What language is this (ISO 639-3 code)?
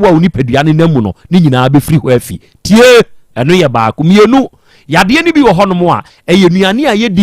aka